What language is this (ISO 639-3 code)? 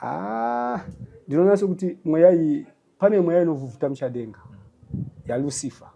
sna